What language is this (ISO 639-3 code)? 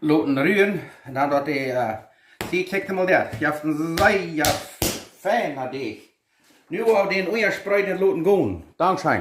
pdt